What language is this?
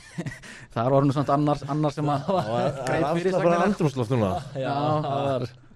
Icelandic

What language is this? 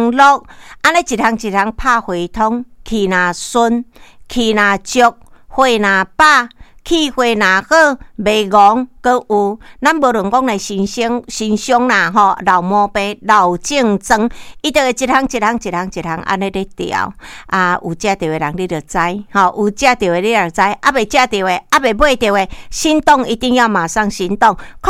Min Nan Chinese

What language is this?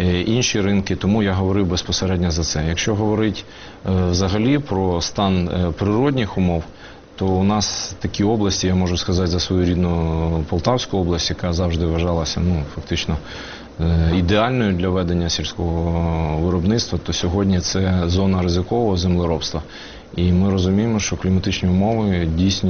Ukrainian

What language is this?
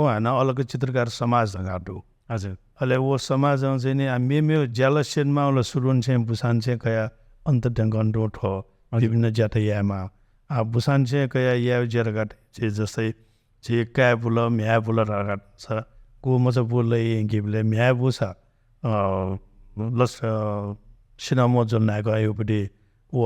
Newari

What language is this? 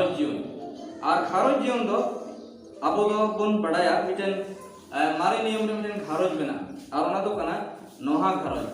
Santali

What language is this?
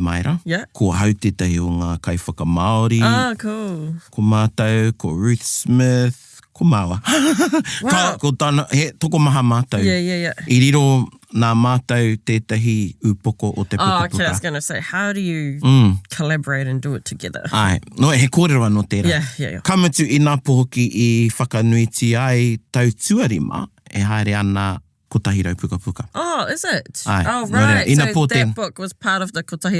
Māori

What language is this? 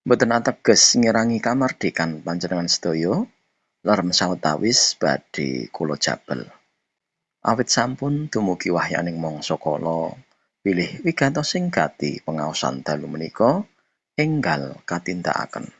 Javanese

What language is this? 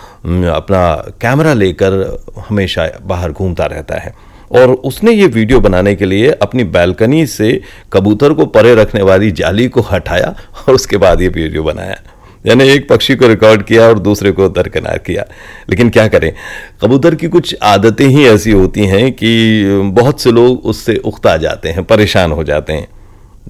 Hindi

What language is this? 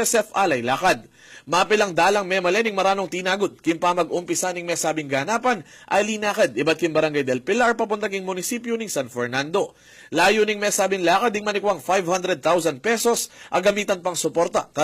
Pampanga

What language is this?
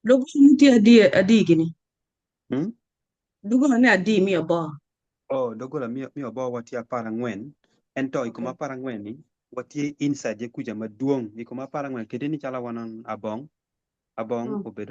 Acoli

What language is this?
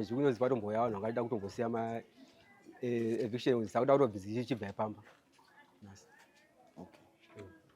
Shona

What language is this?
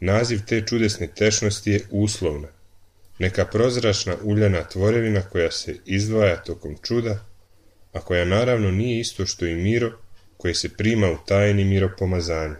Serbian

